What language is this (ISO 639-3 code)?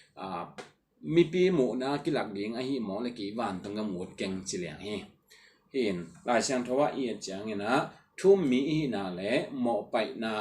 ctd